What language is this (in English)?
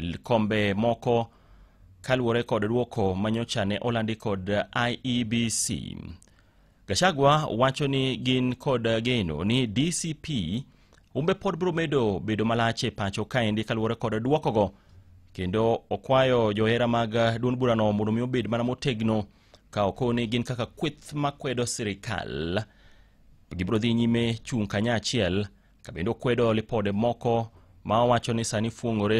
Luo (Kenya and Tanzania)